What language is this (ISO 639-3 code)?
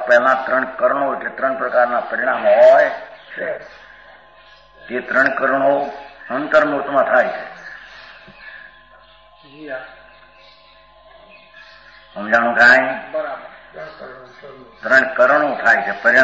guj